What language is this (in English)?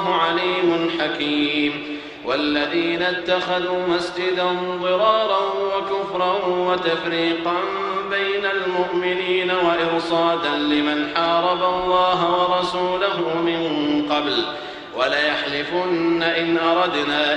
Arabic